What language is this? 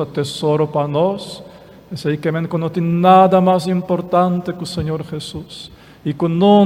Papiamento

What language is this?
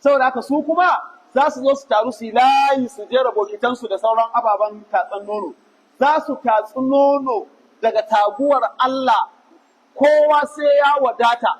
Hausa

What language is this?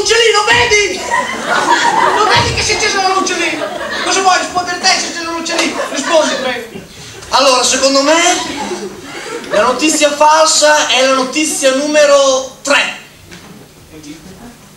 Italian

